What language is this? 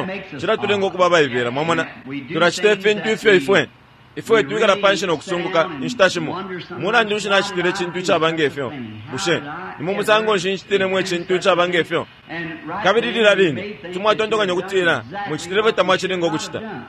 Bemba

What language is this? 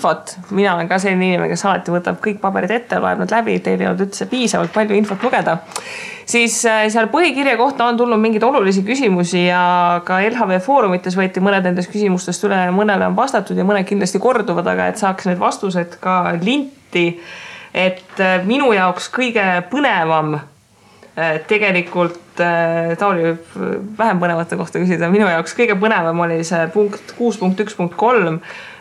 Estonian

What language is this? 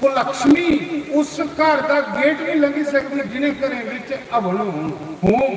Dogri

